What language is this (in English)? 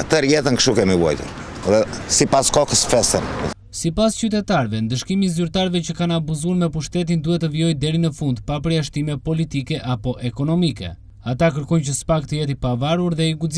Albanian